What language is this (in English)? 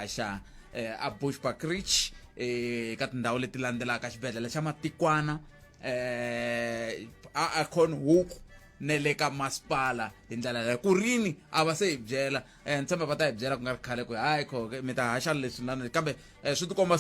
Tsonga